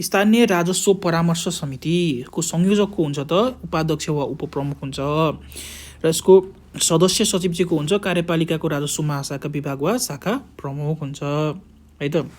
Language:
Nepali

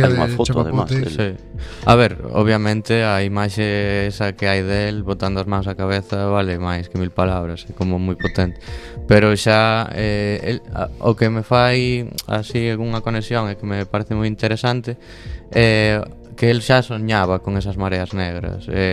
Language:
Galician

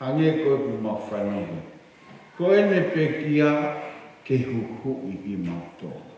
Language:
Tongan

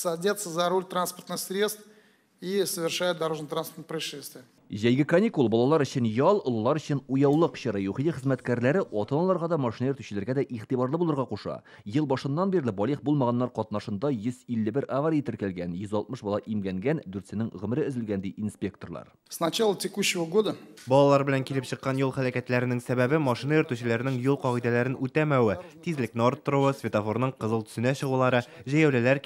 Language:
Tatar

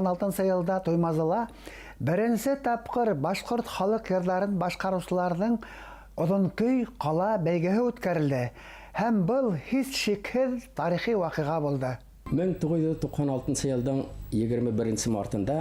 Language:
Bashkir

